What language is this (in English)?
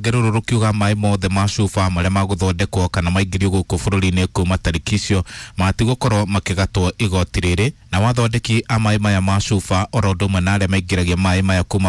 Kikuyu